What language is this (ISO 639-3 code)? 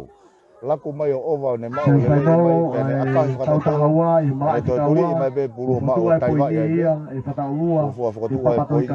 ton